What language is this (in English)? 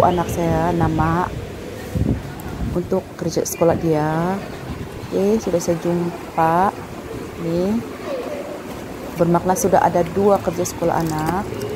Malay